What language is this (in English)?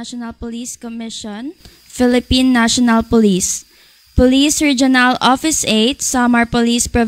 Hiligaynon